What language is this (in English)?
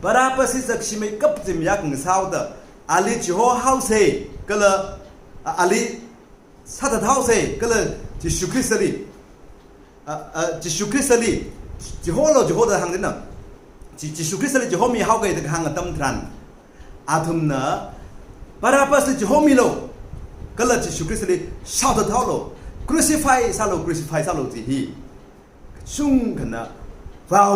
Tangkhul Naga (India)